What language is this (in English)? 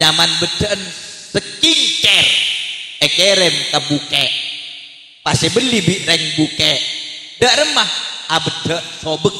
Madurese